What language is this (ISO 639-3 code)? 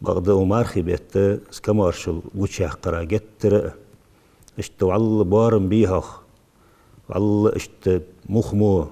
inh